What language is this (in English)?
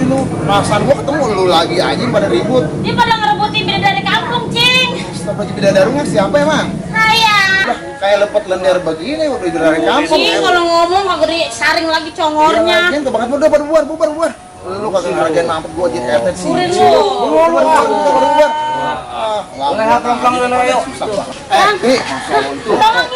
Betawi